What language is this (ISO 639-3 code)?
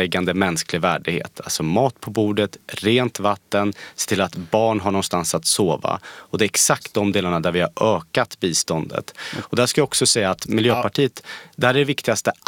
swe